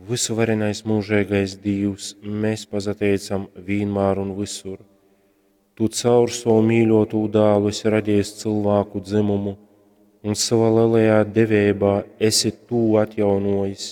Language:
Latgalian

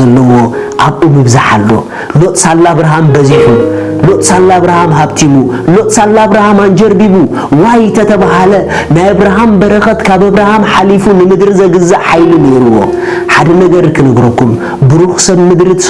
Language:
Tigrinya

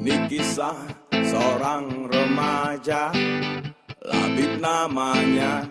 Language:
Betawi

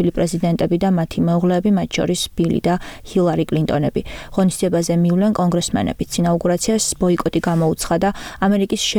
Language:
Georgian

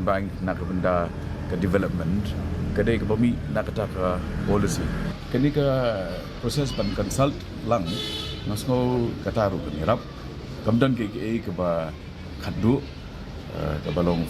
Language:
Khasi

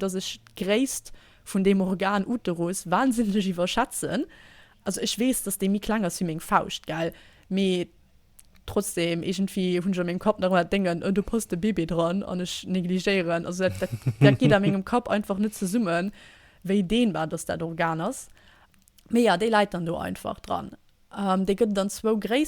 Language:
Luxembourgish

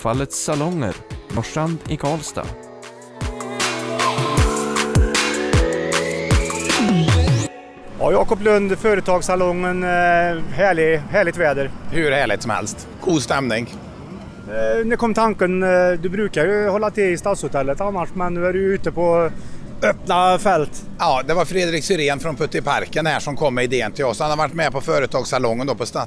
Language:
Swedish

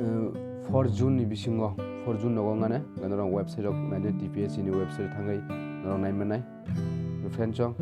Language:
Kok Borok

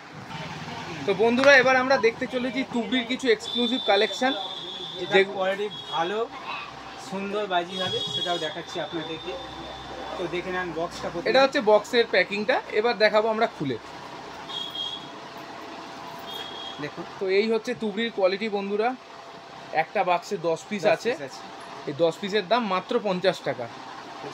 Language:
Bangla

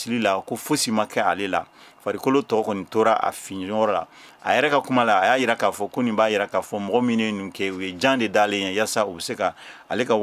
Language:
Bambara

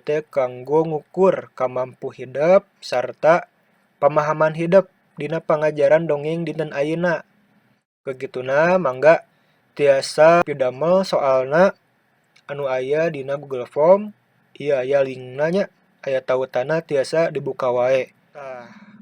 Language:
Sundanese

